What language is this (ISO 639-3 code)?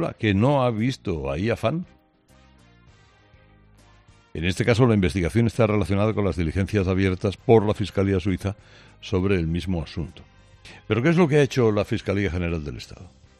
spa